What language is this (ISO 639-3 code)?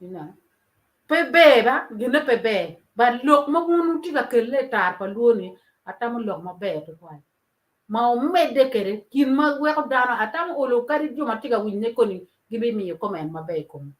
ach